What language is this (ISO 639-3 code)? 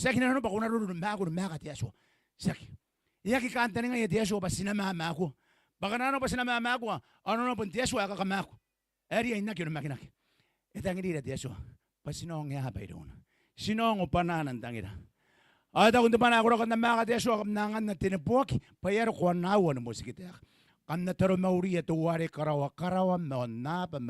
gil